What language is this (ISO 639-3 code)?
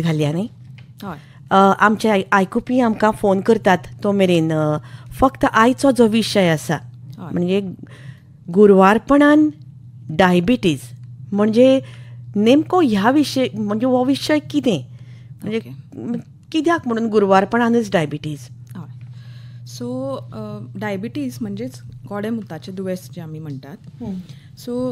kok